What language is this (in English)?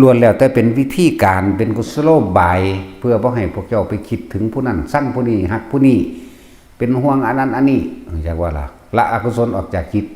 Northeastern Thai